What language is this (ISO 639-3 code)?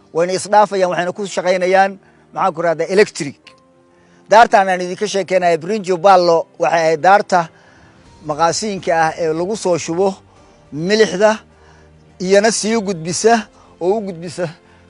som